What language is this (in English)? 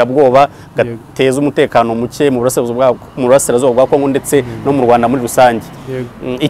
Kinyarwanda